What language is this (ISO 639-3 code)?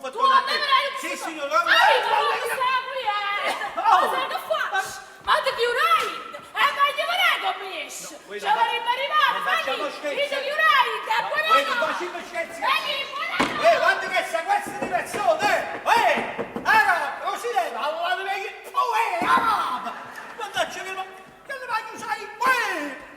nap